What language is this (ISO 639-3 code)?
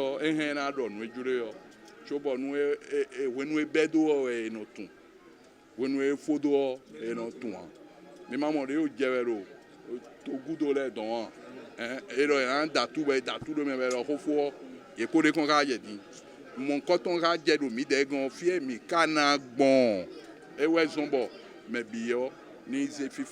fon